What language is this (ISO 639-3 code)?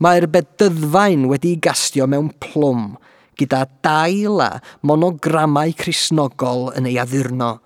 cym